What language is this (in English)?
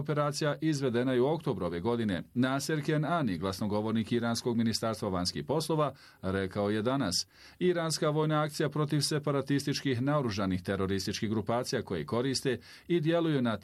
Bosnian